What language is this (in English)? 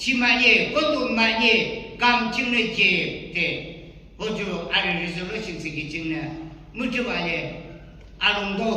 Yimchungru Naga